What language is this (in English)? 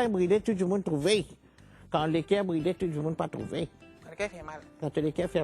Morisyen